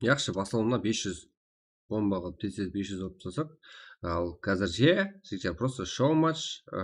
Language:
Kara-Kalpak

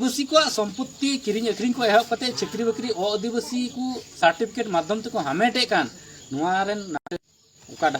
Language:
Santali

